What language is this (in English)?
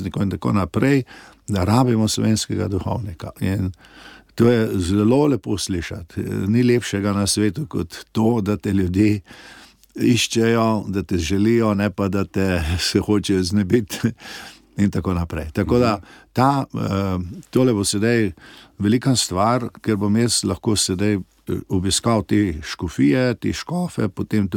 Slovenian